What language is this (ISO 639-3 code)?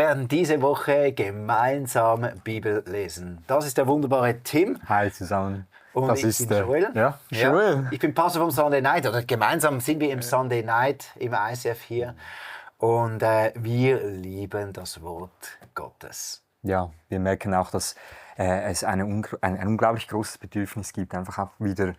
gsw